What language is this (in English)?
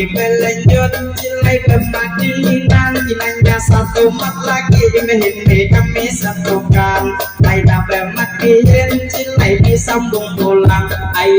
Banjar